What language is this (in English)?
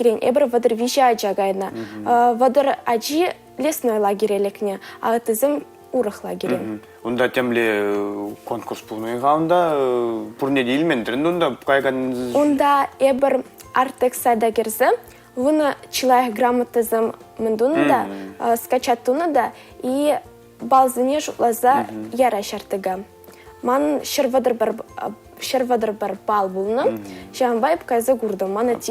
Chuvash